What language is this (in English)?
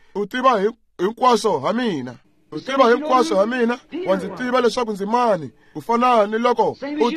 Tsonga